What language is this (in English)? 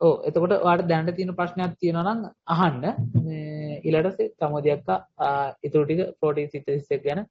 Sinhala